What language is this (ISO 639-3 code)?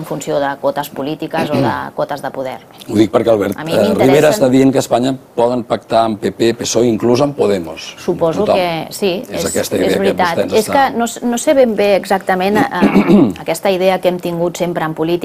cat